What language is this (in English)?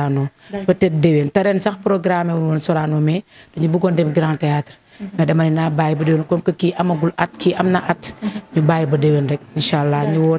Wolof